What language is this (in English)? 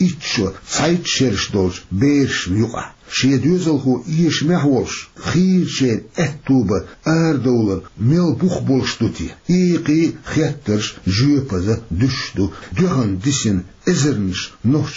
Chechen